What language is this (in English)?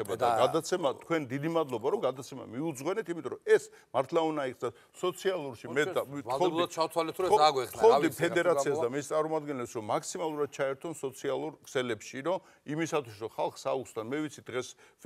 Georgian